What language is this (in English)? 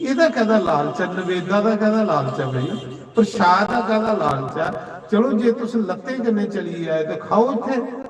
Dogri